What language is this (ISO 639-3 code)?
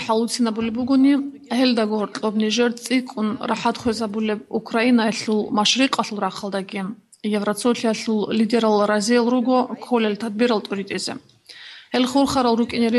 ava